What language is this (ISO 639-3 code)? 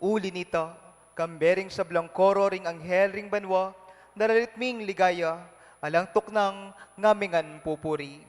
pam